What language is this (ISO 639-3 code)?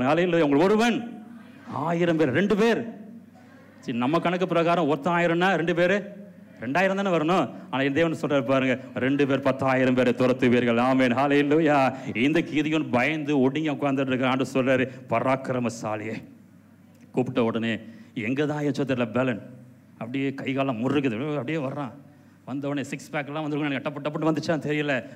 tam